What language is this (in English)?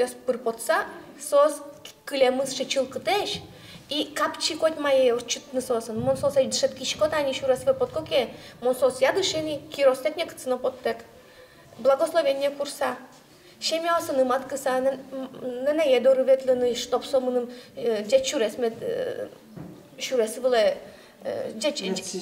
Udmurt